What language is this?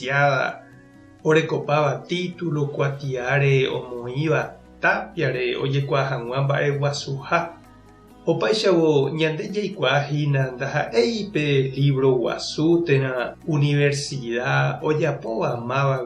Guarani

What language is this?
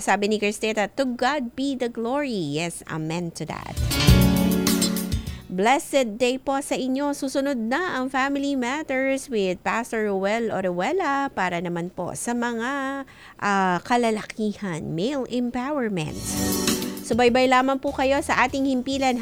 Filipino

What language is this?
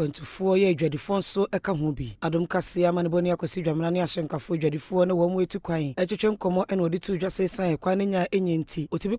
Akan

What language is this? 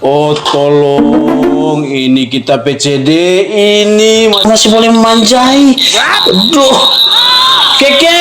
Manado Malay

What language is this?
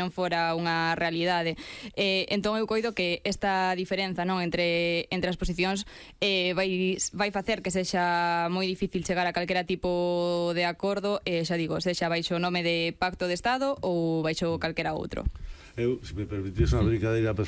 Galician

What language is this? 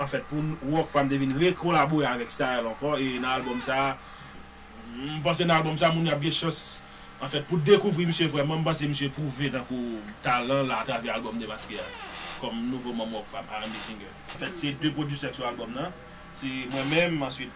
Haitian Creole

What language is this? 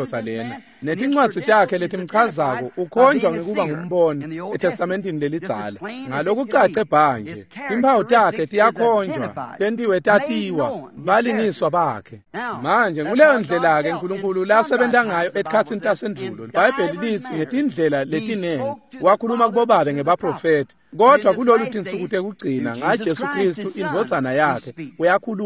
Swati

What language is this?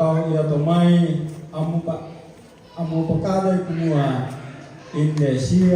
Toraja-Sa'dan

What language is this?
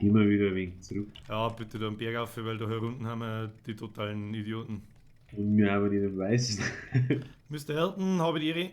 Bavarian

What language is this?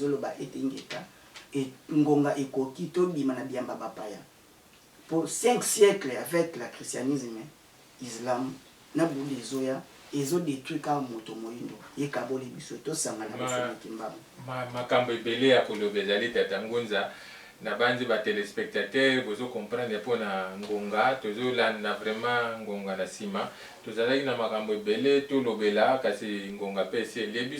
Lingala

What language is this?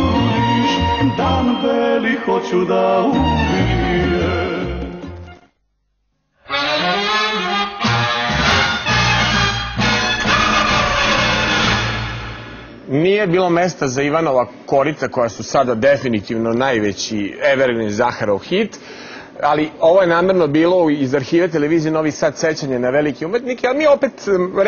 Serbian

